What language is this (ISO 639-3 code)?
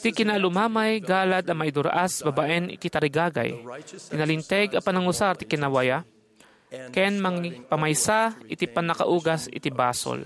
ilo